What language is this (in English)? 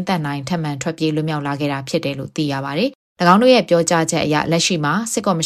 Burmese